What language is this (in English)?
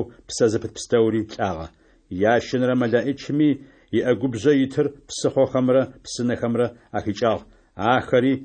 Adyghe